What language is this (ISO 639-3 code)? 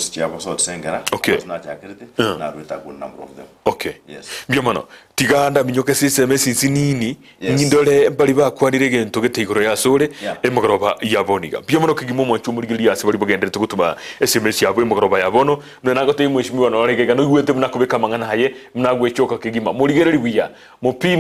guz